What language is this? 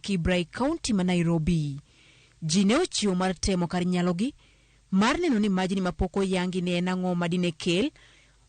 Luo (Kenya and Tanzania)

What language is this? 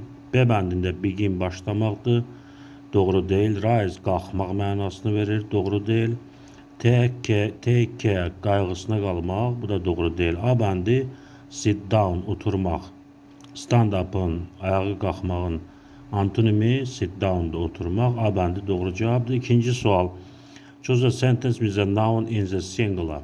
Azerbaijani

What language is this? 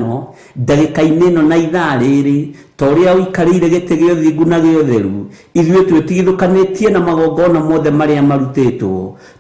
Kikuyu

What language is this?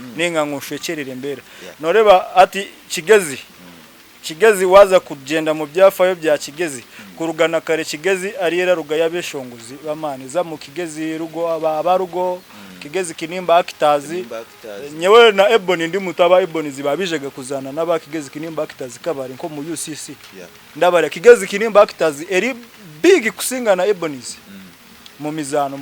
Nyankole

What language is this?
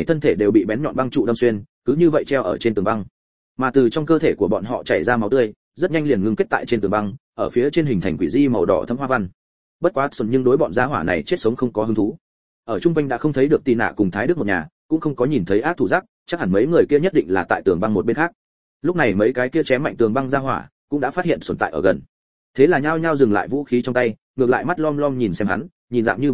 Vietnamese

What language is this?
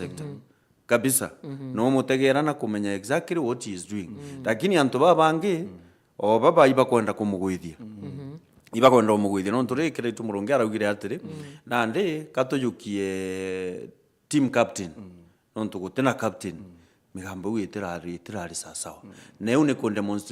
Meru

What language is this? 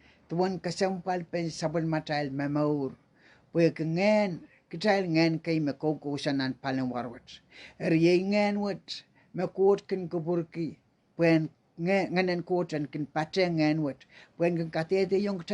Pohnpeian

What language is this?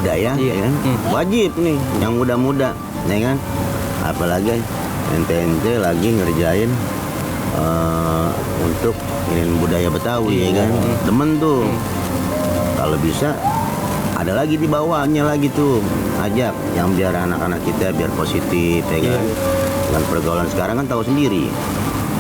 Betawi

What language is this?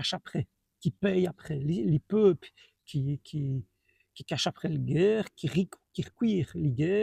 Walloon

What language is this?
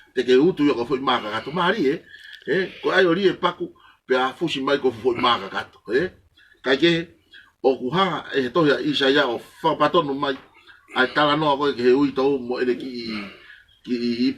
Tongan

